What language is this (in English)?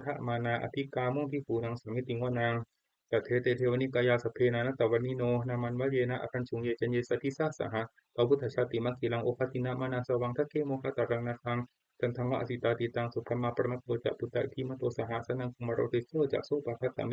Pali